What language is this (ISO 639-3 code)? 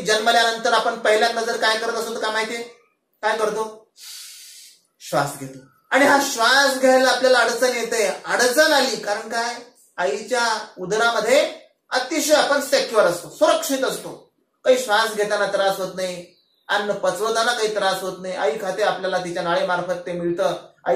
mar